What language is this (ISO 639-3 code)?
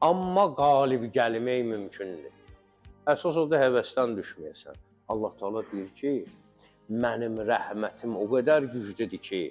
aze